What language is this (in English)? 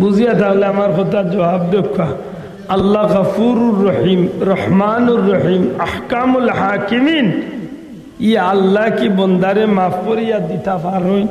Sylheti